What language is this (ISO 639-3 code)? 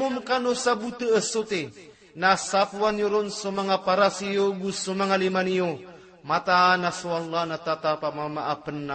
mrw